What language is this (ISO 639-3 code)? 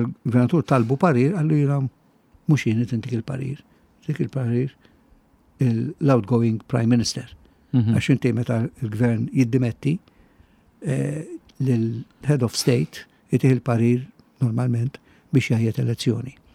mlt